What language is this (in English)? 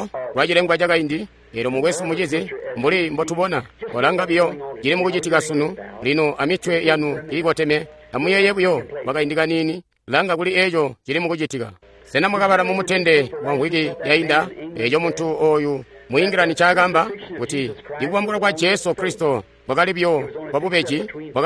Tonga (Zambia)